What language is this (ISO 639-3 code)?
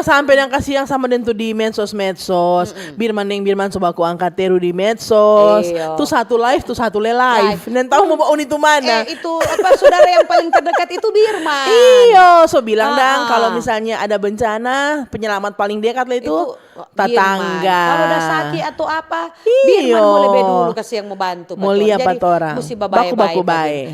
xmm